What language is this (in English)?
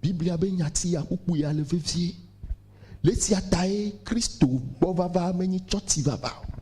Ewe